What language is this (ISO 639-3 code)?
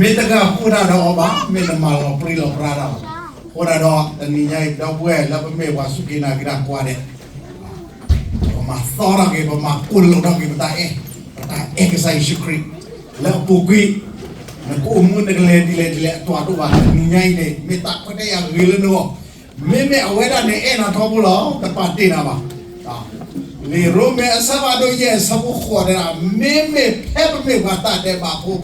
ksw